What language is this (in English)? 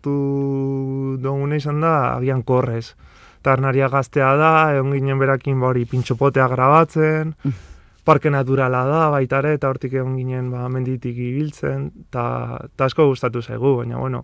Basque